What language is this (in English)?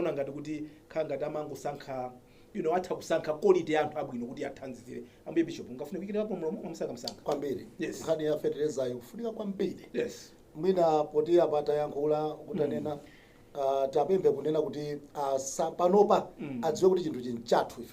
Nyanja